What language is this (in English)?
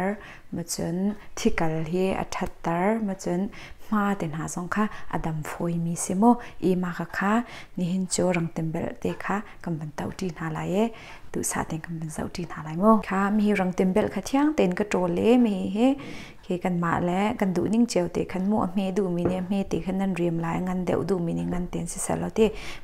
Hakha Chin